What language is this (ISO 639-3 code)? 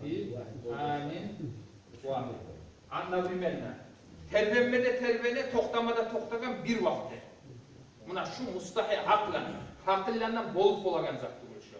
kum